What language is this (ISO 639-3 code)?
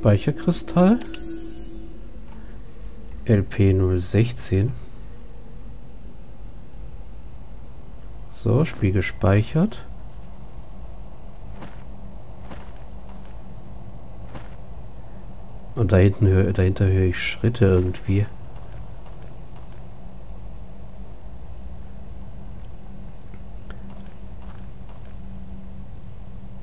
deu